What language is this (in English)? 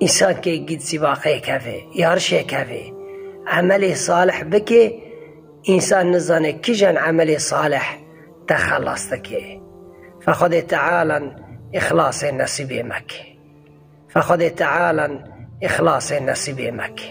Kurdish